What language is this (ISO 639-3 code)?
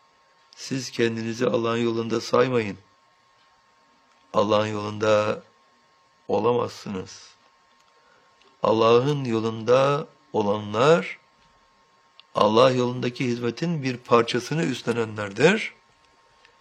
tur